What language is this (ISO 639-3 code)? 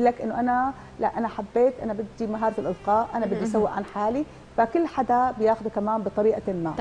apc